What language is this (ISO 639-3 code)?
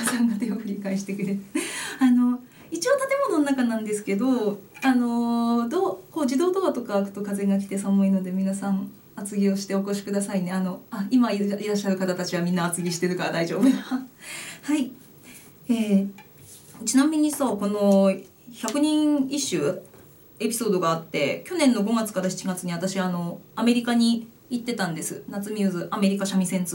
jpn